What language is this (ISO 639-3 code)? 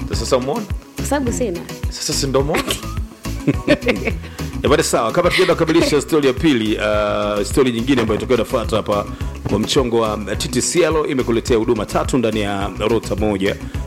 swa